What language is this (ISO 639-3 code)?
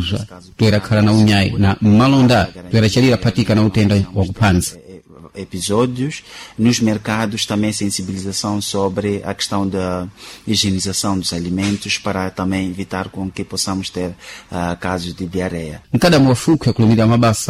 seh